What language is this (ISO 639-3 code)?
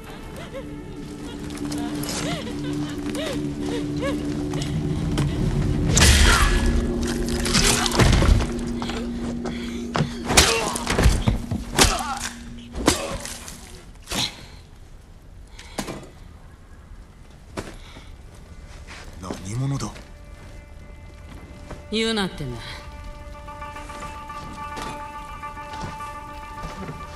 jpn